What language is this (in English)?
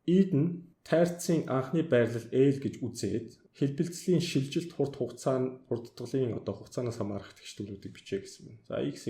Mongolian